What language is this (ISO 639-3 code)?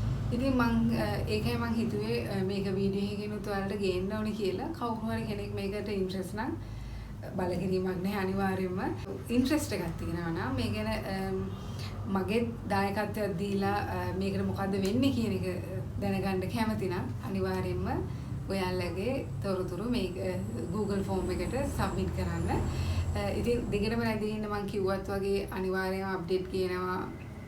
sin